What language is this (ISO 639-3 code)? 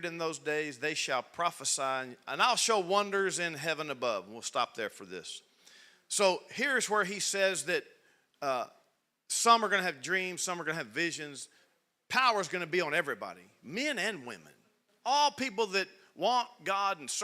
eng